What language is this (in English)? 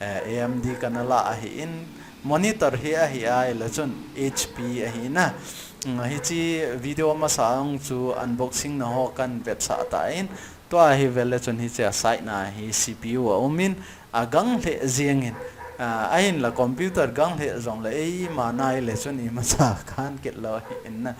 Thado Chin